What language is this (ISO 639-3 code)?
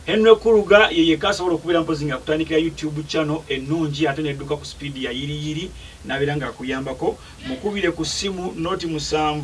lug